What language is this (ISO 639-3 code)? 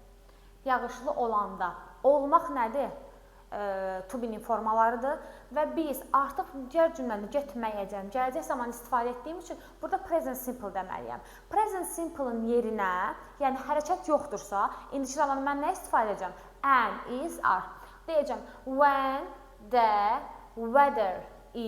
aze